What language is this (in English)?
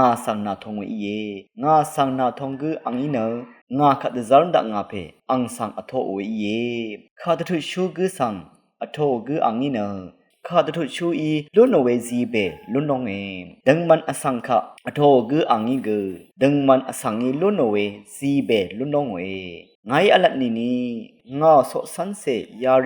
Rawang